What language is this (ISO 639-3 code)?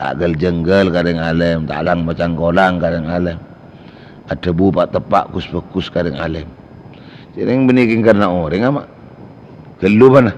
mad